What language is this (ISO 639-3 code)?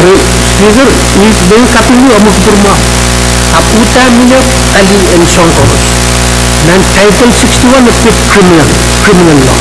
pon